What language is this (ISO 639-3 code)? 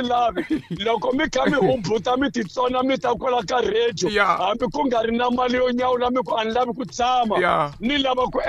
tso